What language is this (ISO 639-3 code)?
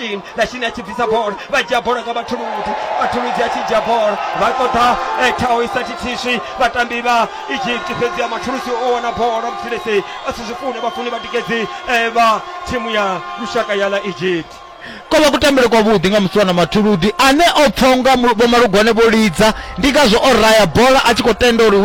ven